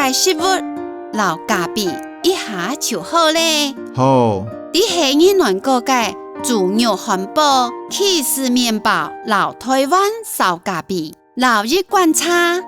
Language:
Hakka Chinese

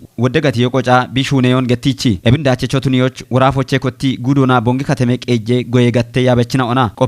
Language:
Kafa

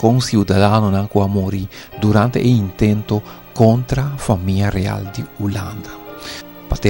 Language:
Papiamento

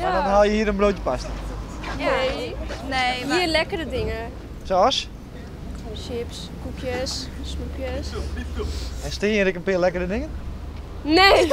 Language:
Western Frisian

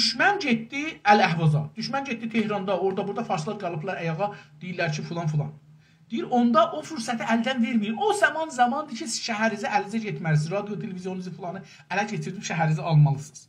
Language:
South Azerbaijani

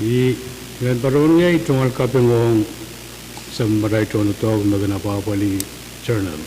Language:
Pohnpeian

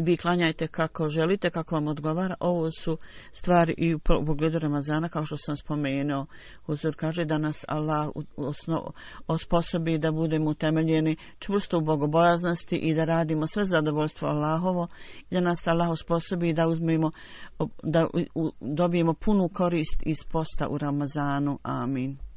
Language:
Bosnian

